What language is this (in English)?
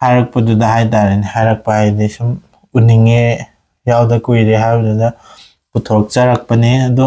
Manipuri